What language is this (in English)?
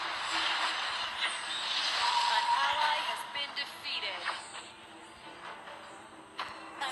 Vietnamese